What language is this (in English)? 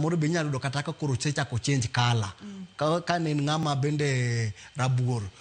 Luo (Kenya and Tanzania)